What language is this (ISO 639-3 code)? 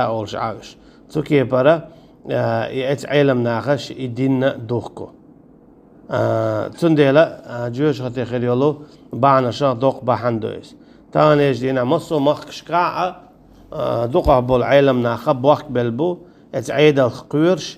che